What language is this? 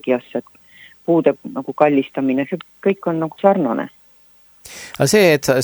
Estonian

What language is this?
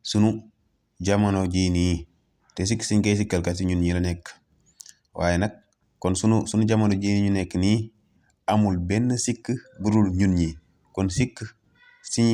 Wolof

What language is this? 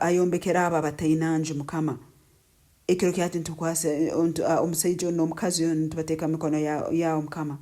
Nyankole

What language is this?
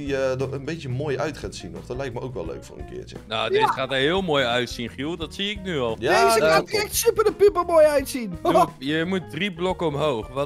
Dutch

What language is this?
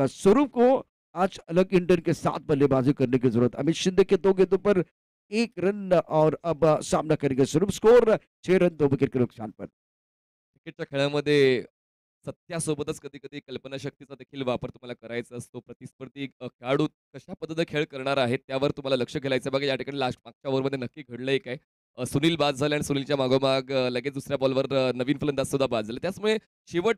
Marathi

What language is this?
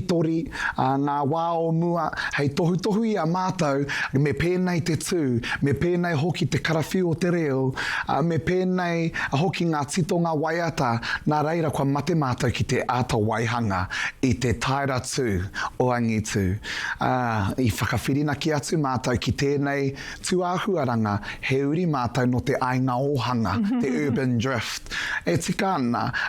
Māori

